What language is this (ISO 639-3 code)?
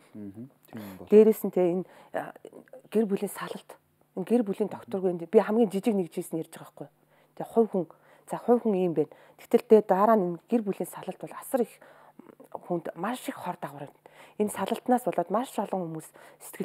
mon